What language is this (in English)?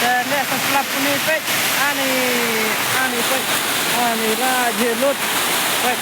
Khasi